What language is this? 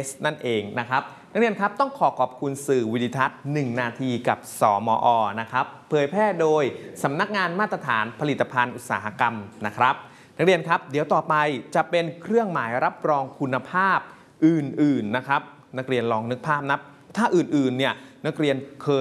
Thai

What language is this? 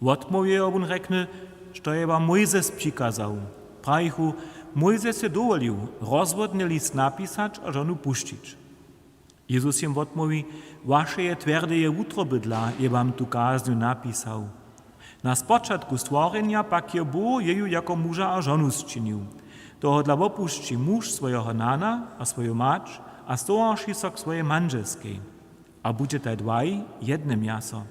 Upper Sorbian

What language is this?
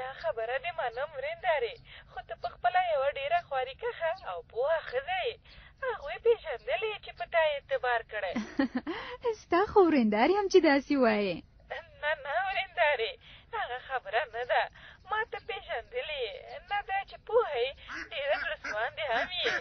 Pashto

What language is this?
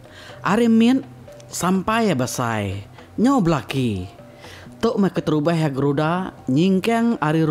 Iban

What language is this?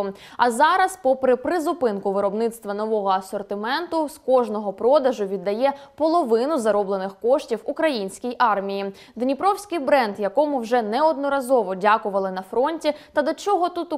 Ukrainian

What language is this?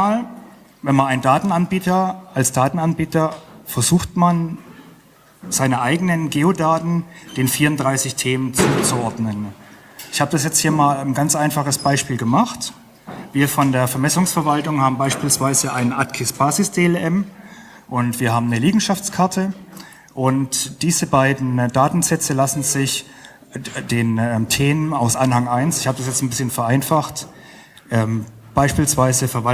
German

